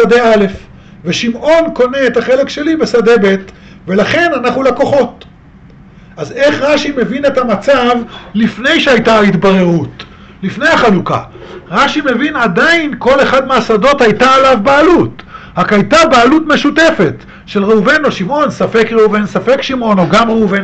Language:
Hebrew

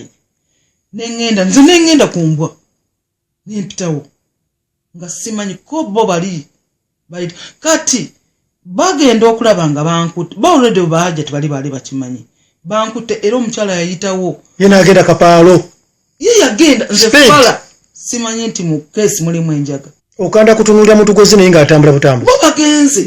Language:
Ganda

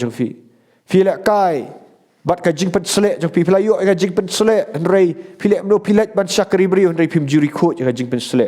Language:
Khasi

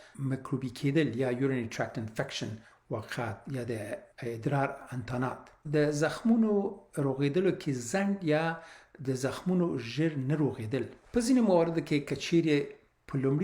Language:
Pashto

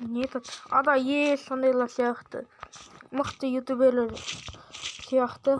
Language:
Kazakh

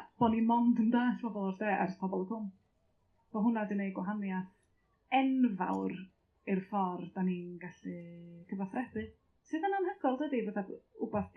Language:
Welsh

